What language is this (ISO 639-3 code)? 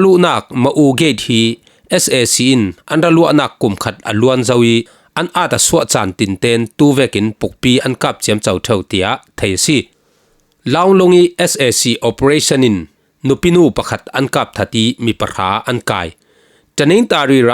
cfm